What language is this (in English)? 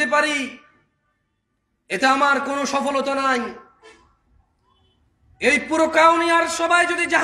Bangla